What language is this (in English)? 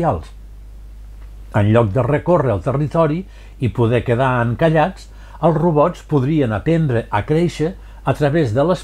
Catalan